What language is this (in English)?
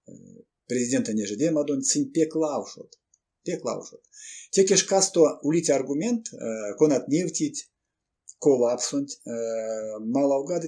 Erzya